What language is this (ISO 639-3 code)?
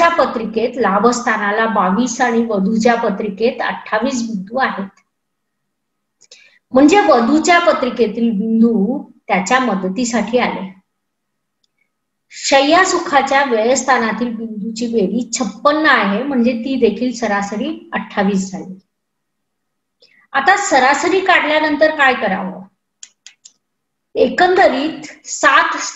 mar